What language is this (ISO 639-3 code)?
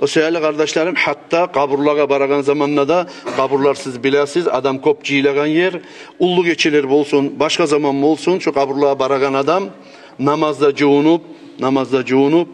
kum